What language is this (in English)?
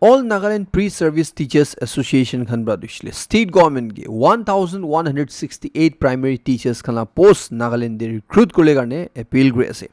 Naga Pidgin